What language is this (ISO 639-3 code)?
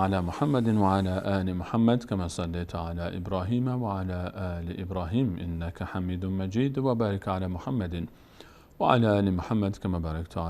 fas